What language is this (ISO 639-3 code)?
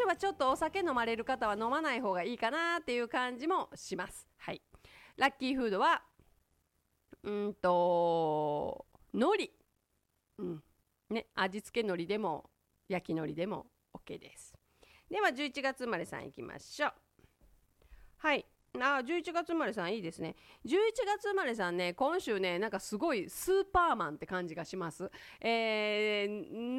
jpn